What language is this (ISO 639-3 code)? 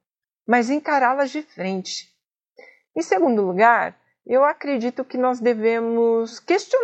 por